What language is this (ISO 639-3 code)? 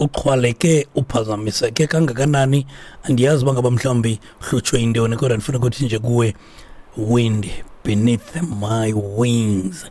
xho